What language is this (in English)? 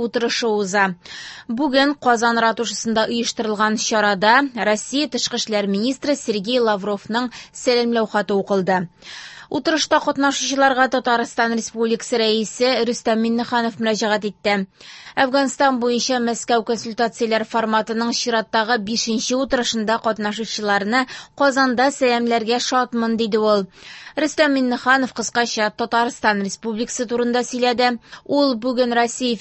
Tatar